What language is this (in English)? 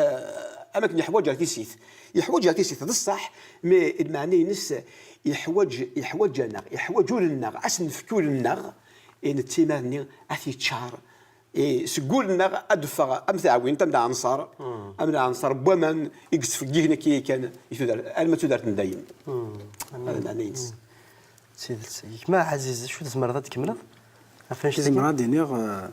Kabyle